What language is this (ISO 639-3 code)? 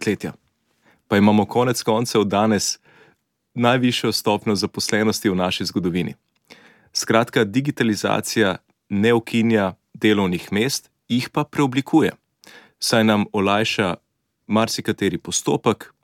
slv